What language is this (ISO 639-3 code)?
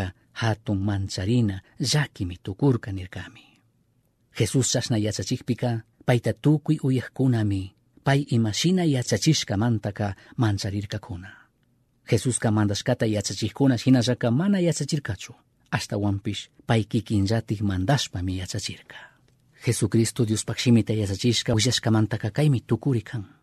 qug